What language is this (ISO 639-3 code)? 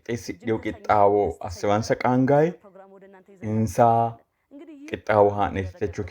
sid